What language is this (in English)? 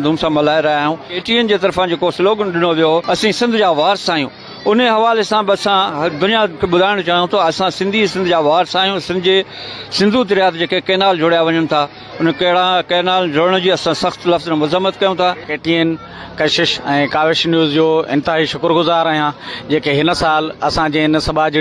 Sindhi